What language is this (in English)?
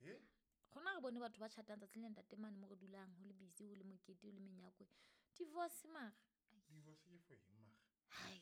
Southern Sotho